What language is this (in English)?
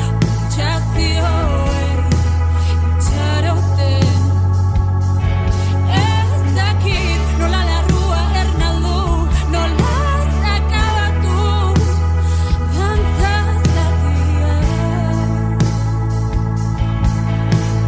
Basque